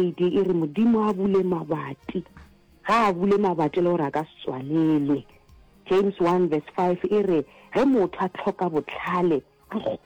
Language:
Northern Sotho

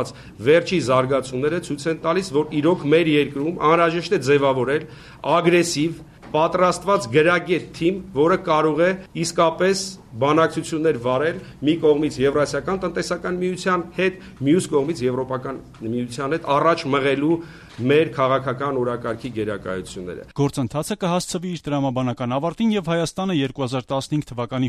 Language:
Armenian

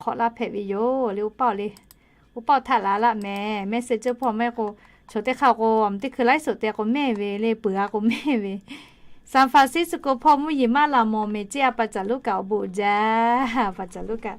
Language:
Lahu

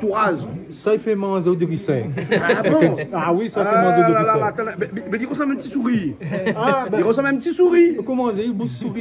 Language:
Réunion Creole French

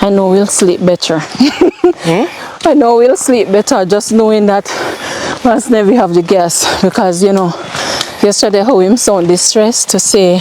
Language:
Jamaican Creole English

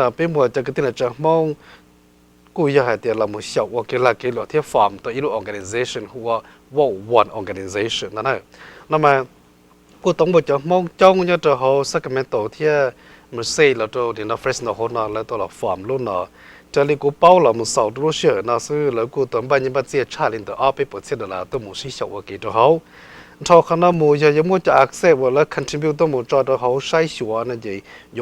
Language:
Hmong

